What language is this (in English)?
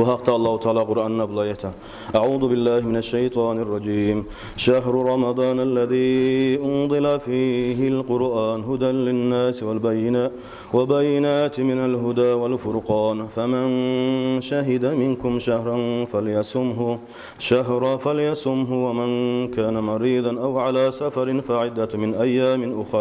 Kumyk